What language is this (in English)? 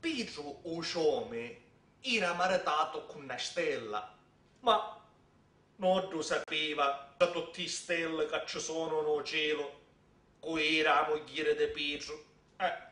Sicilian